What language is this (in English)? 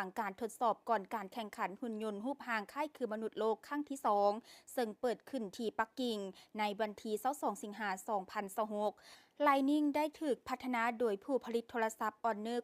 Lao